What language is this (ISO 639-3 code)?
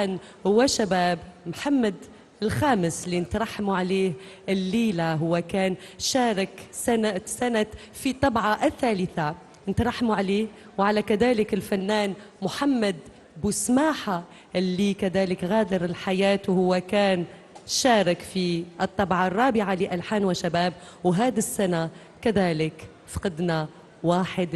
arq